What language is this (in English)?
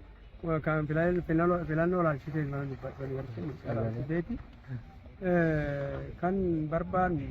Oromo